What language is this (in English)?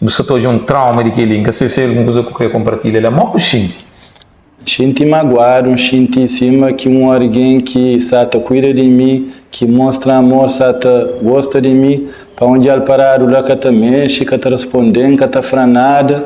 Kabuverdianu